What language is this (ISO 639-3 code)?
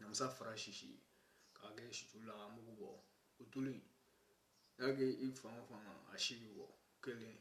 bam